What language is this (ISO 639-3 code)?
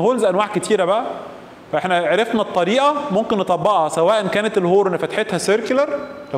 arz